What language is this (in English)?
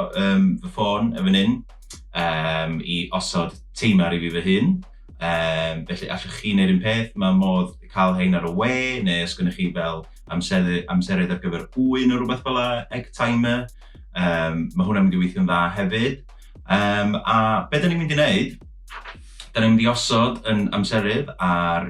Welsh